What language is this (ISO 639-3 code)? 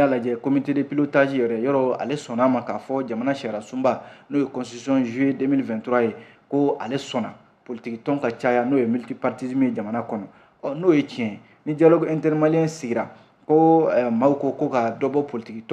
bam